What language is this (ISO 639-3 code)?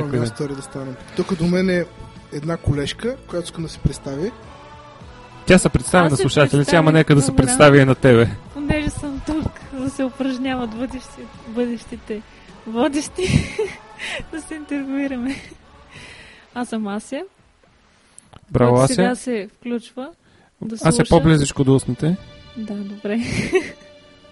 bul